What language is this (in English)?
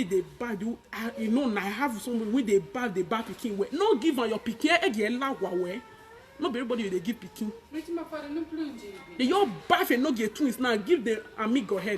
Nigerian Pidgin